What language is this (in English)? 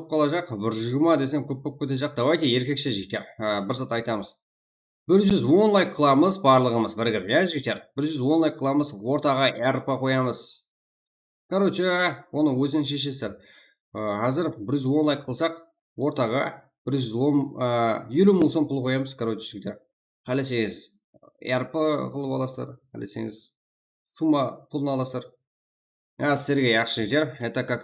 Kara-Kalpak